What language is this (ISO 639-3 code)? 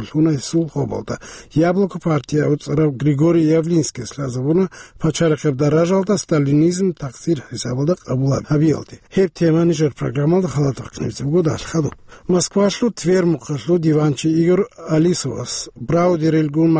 ava